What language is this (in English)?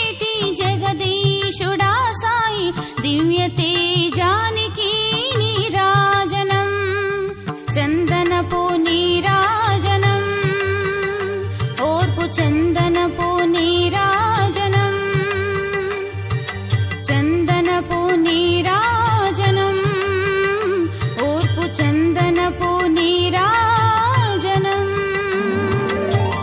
Telugu